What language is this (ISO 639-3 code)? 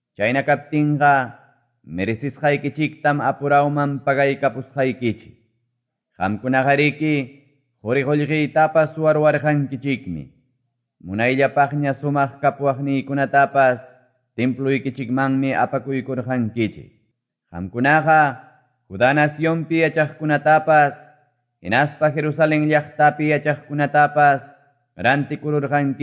que